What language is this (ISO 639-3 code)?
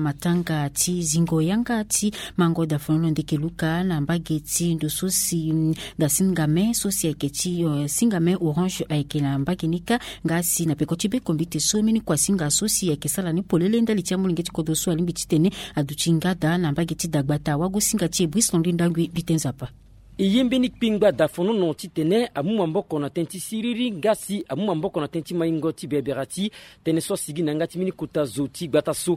sag